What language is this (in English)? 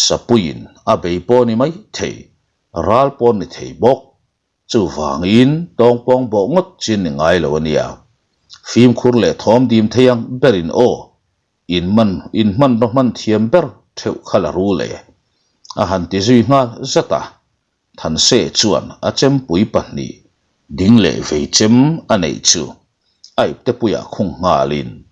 Mizo